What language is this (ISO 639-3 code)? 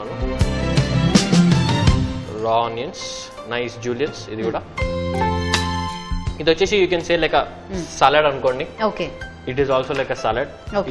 tel